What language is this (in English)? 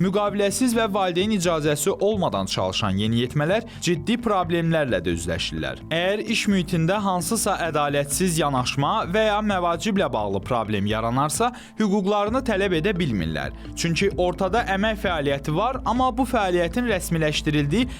Azerbaijani